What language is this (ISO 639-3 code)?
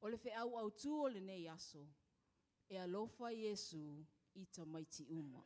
smo